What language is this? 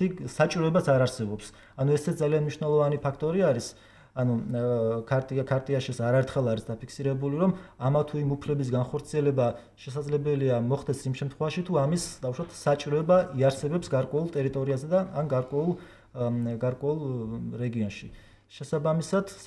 Georgian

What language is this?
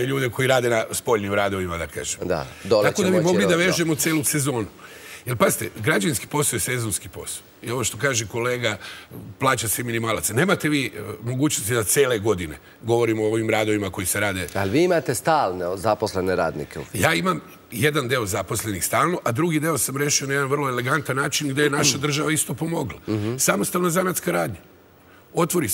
Serbian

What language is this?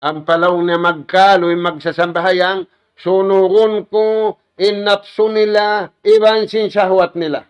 Tausug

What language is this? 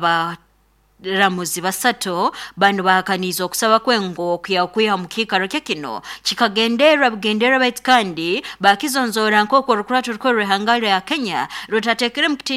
Nyoro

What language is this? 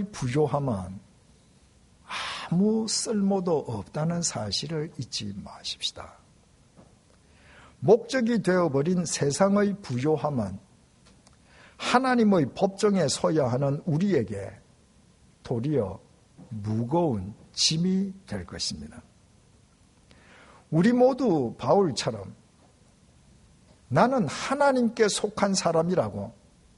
Korean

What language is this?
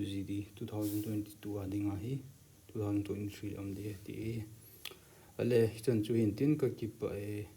Thado Chin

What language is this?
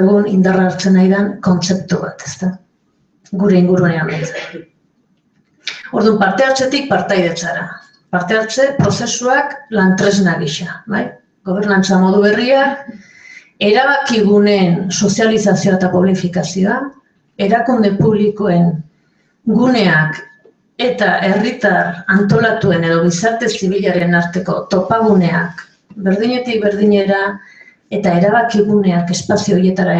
Basque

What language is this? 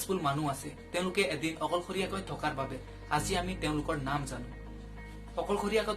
Assamese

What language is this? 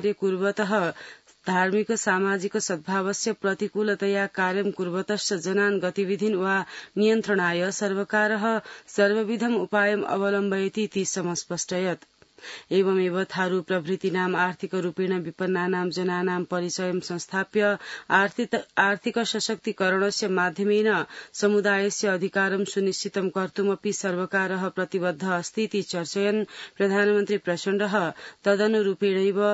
Sanskrit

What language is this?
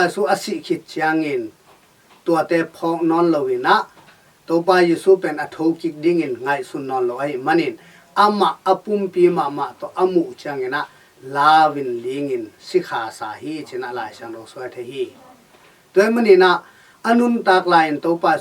Tedim Chin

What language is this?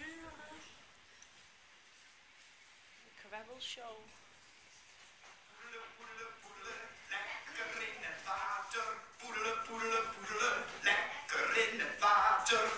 Dutch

